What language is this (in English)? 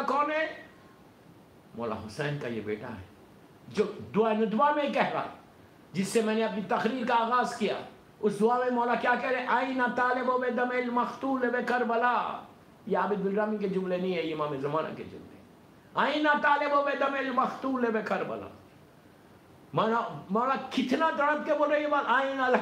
Urdu